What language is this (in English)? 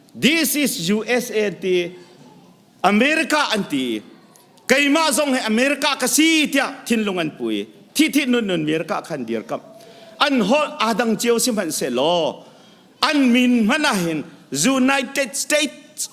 Hakha Chin